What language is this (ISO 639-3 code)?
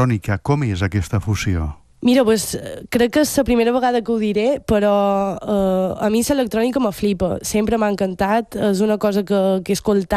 cat